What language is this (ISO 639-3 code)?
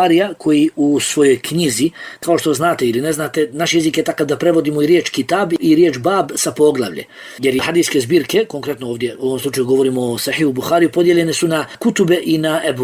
bos